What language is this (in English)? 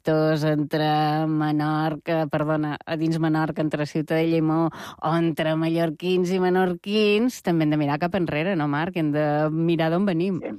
Catalan